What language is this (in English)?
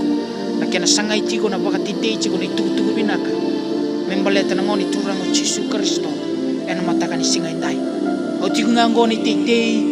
Fijian